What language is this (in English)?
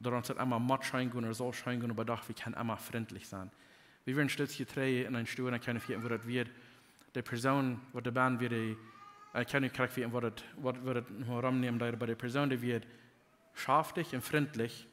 Plautdietsch